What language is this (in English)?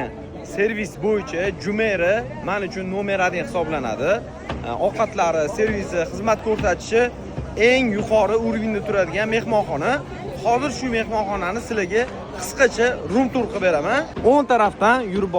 Uzbek